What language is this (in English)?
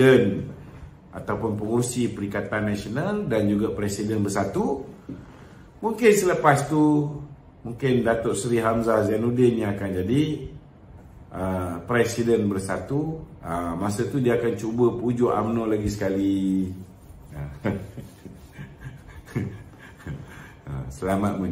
Malay